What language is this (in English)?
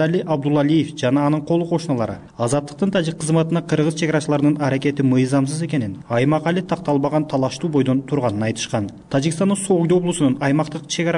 Kyrgyz